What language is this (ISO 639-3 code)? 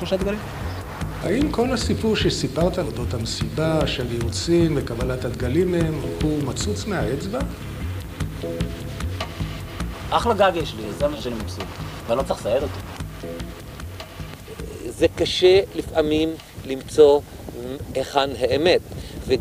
heb